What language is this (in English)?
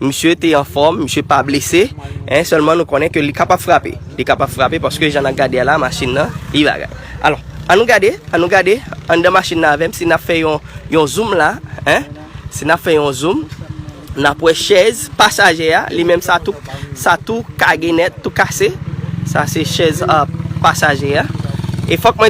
Haitian Creole